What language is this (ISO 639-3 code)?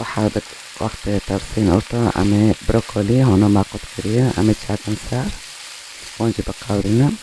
kur